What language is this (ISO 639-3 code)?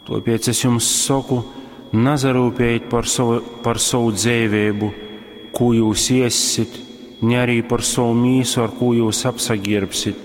ltg